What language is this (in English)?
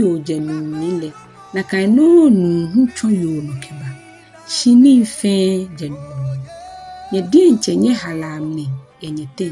Ga